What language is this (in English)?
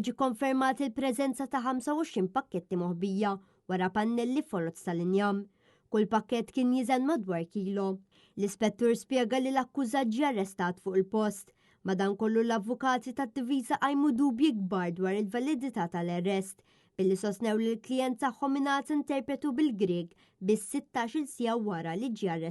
Maltese